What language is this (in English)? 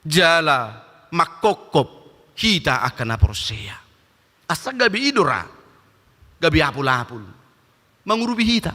Batak Toba